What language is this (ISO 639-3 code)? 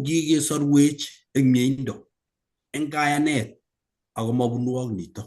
kln